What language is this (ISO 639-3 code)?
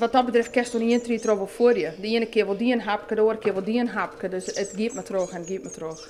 fry